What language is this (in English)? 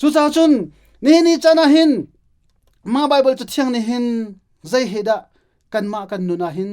Hakha Chin